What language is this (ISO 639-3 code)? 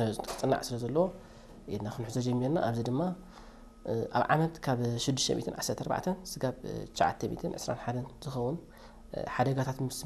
tir